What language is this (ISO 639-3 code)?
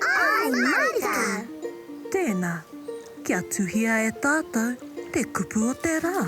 mri